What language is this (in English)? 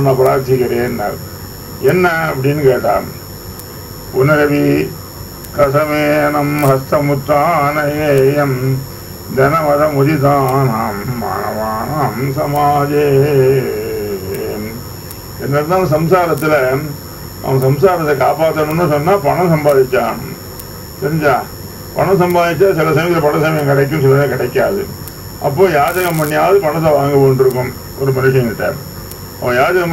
Tamil